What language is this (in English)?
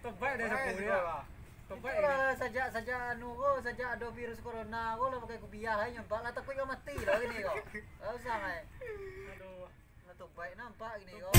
Minangkabau